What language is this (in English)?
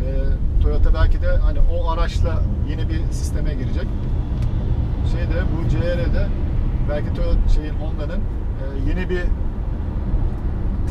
Turkish